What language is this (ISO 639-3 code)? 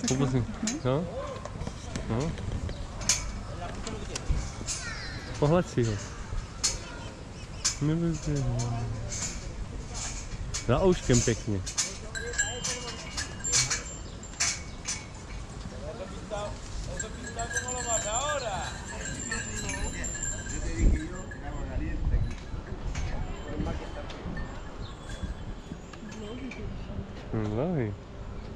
ces